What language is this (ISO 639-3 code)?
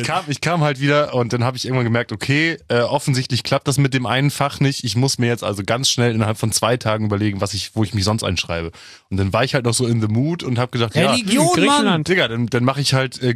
deu